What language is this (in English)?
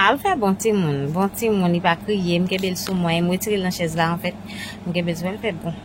Haitian Creole